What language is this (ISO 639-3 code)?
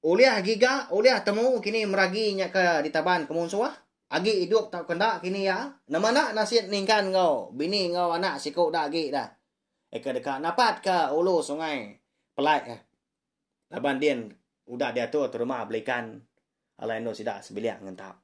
iba